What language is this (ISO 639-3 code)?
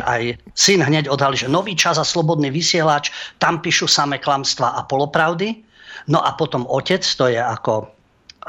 slk